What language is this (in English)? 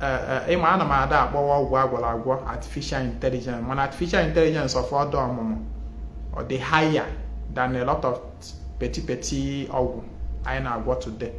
Igbo